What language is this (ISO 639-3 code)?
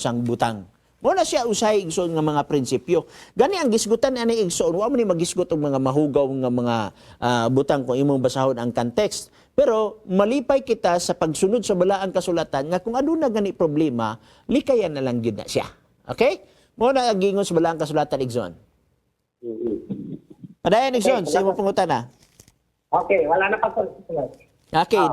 ceb